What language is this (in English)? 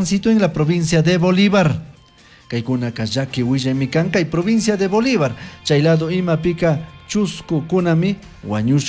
Chimborazo Highland Quichua